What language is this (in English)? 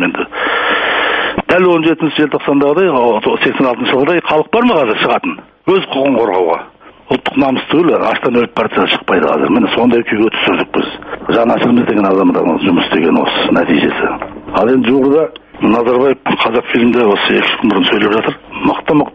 Kazakh